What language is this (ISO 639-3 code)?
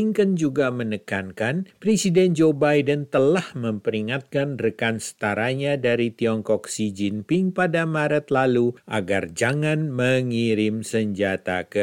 ind